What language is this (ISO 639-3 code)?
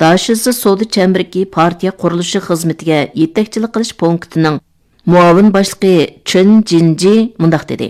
uig